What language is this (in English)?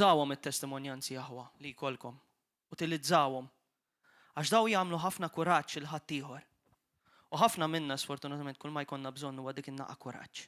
Maltese